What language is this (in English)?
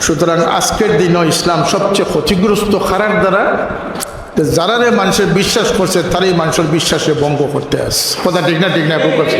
Sylheti